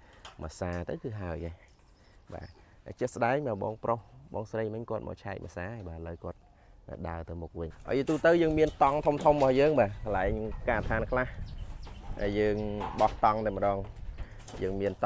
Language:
Khmer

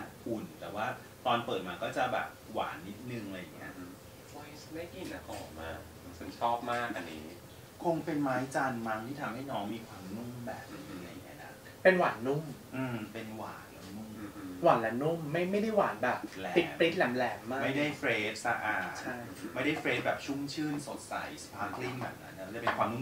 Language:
Thai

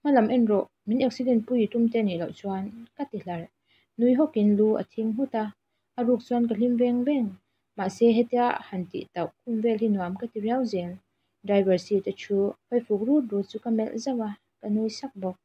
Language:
Mizo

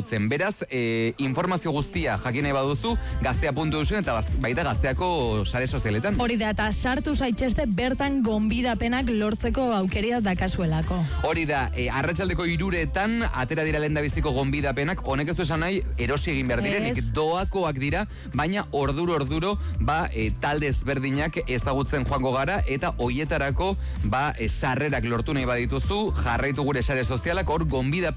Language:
Basque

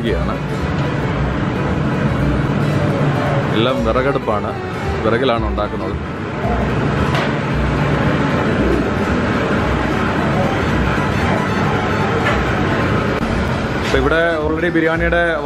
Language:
Malayalam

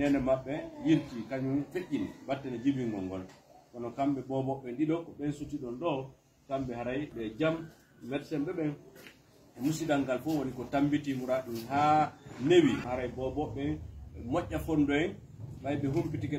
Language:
Pular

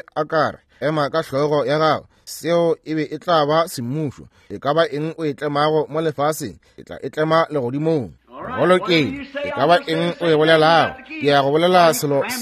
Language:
Northern Sotho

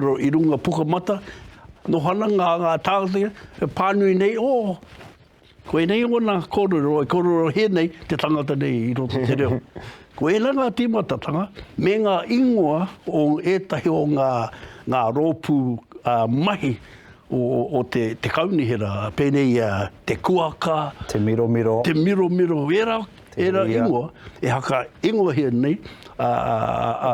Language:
Māori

